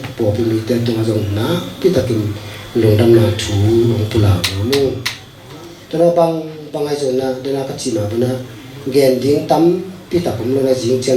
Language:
Tedim Chin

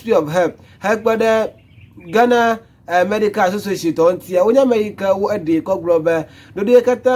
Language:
Ewe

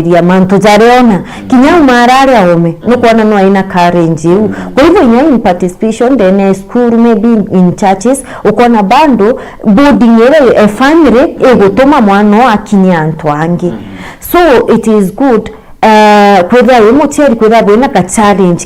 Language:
Meru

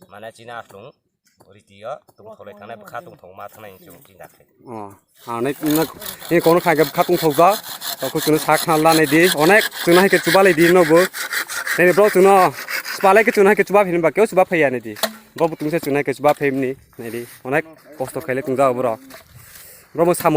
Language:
Kok Borok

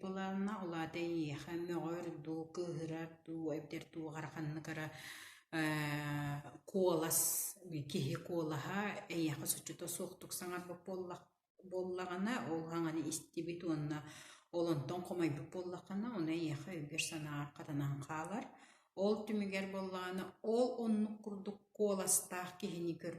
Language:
Yakut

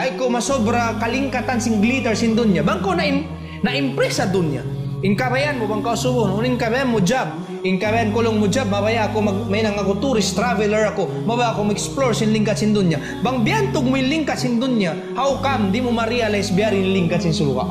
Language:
Tausug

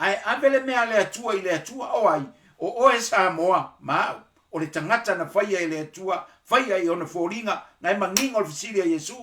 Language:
Samoan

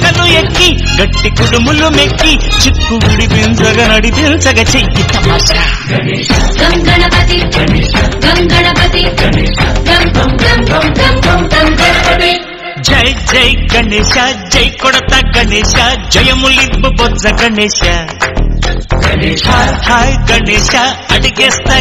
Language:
Telugu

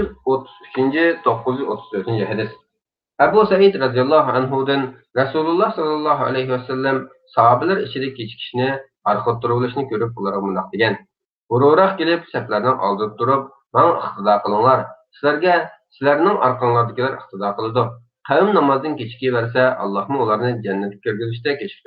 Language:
Uyghur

